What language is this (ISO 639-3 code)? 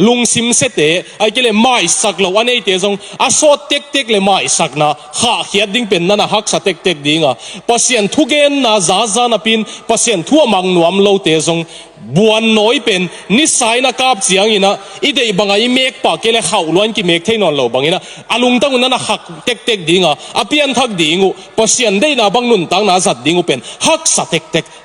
ctd